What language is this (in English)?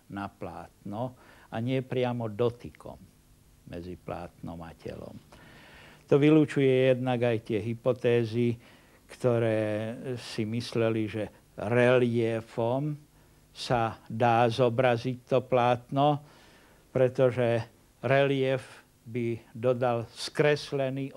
Slovak